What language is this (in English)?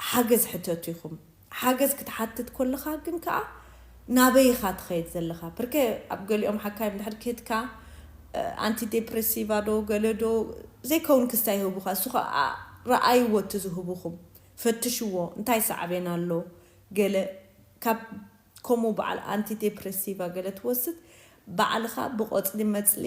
Tigrinya